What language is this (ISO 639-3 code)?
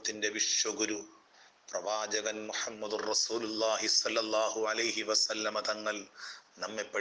mal